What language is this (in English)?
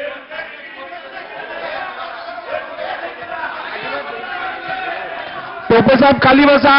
Marathi